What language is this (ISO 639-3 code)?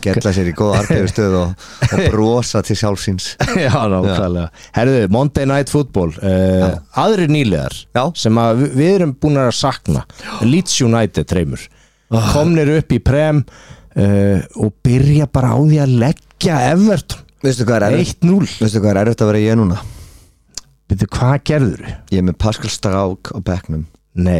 isl